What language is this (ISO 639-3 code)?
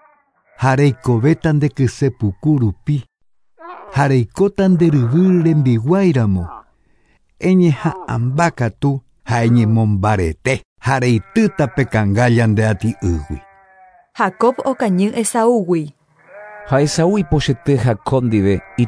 grn